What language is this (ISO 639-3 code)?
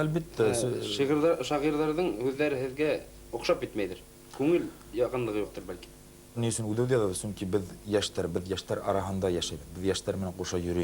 bak